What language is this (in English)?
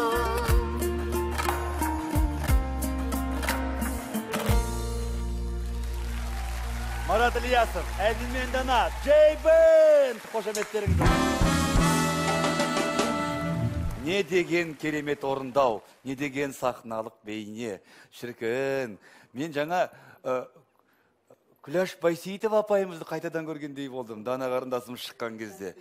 Kazakh